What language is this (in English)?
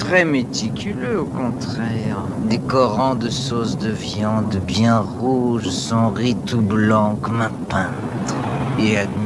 French